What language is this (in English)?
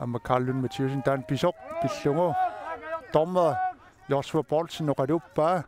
Kalaallisut